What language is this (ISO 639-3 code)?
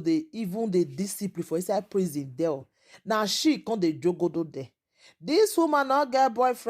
pcm